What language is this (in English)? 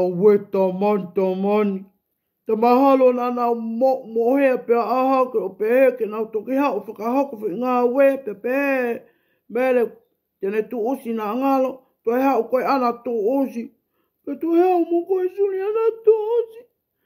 Tongan